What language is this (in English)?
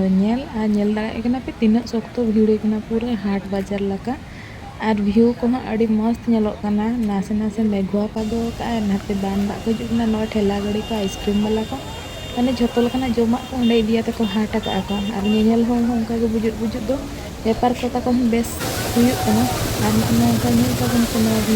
Santali